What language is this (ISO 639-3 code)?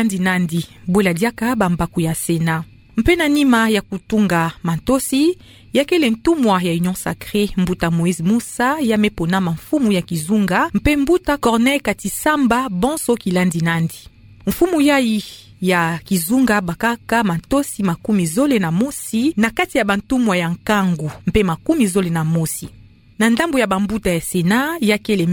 ktu